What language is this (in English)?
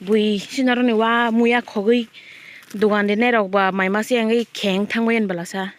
Kok Borok